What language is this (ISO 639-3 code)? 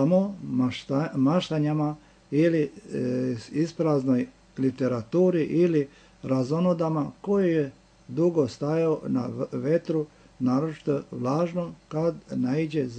srp